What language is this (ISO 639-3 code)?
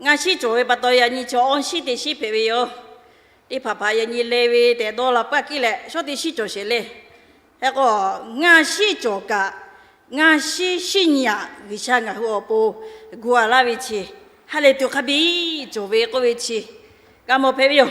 lhu